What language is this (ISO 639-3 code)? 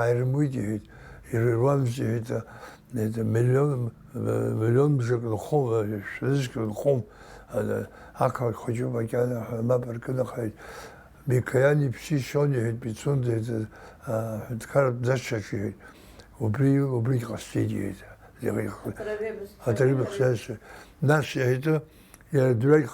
abk